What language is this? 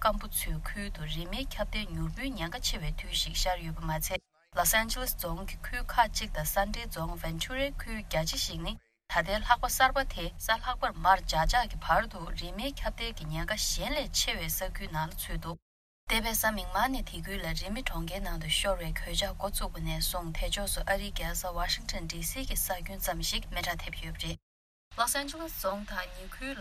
Tibetan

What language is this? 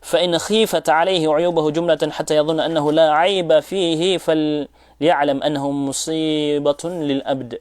Maranao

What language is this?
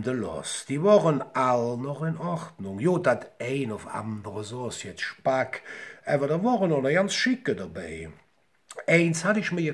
Colognian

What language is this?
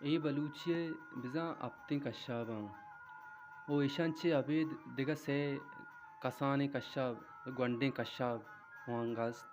Baluchi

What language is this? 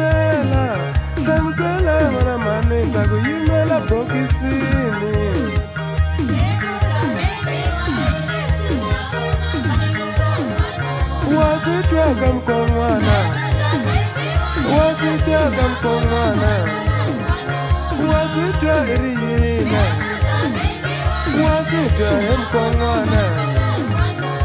Tsonga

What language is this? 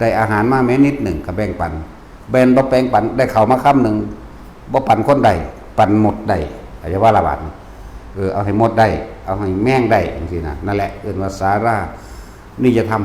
Northeastern Thai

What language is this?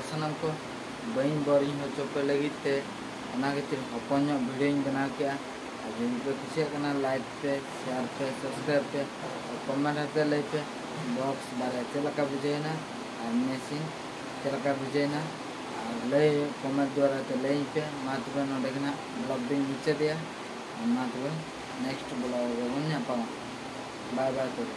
Santali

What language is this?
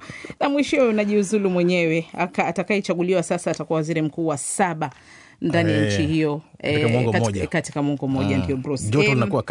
Swahili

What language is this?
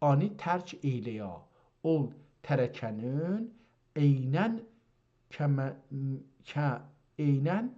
South Azerbaijani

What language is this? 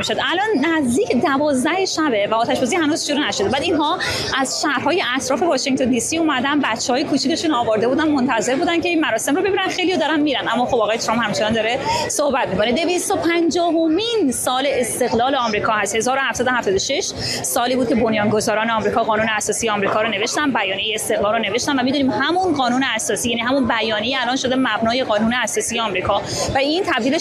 Persian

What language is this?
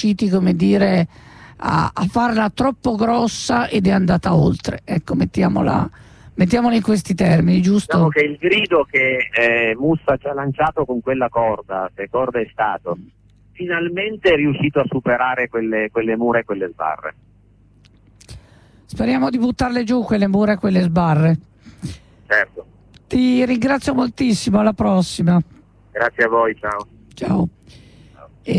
Italian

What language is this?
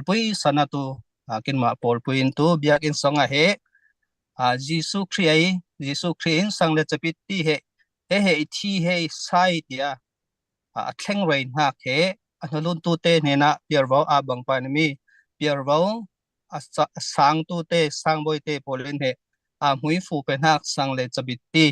Falam Chin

